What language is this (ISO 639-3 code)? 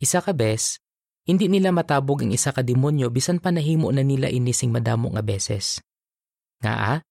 hil